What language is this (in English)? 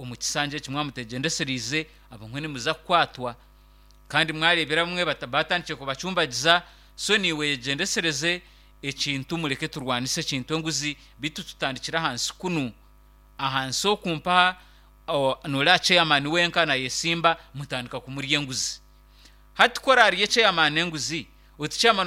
Nyankole